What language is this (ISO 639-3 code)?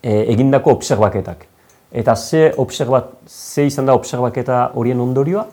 eus